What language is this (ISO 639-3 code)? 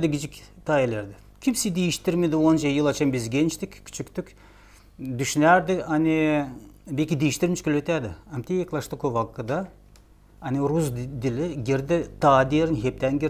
gag